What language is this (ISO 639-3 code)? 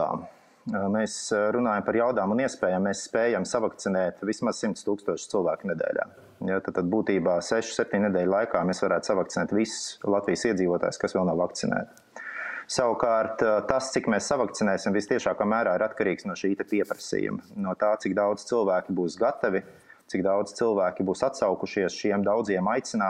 lav